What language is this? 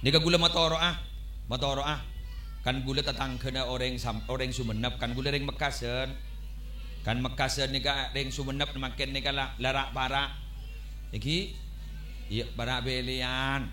Madurese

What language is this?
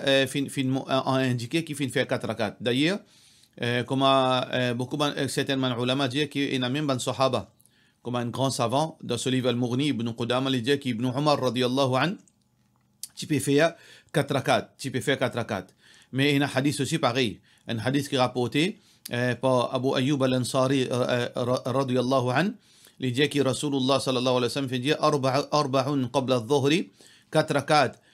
Morisyen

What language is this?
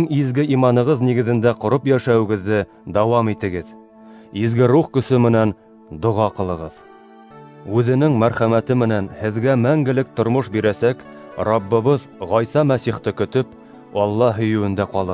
Bashkir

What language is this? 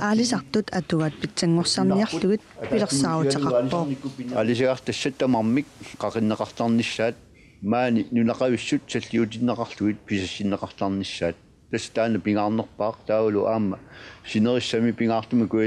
Kalaallisut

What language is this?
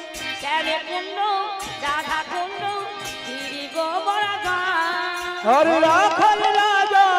Bangla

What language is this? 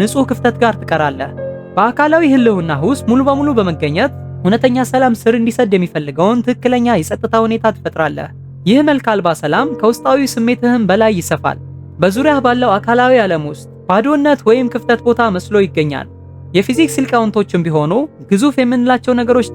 Amharic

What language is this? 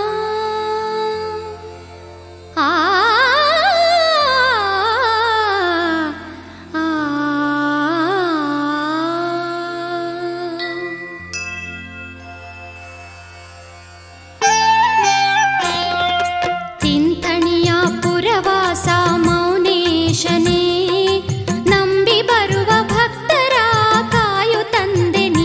Kannada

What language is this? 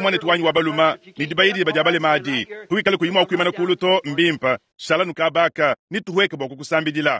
Luba-Lulua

